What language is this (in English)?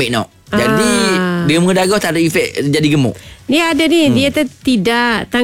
Malay